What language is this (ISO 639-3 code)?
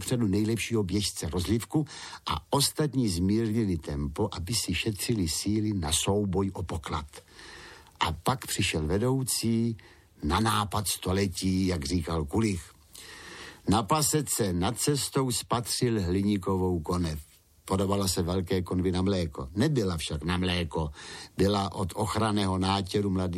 ces